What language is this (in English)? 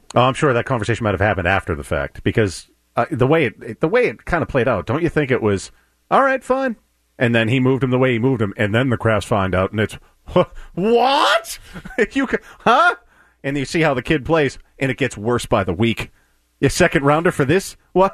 English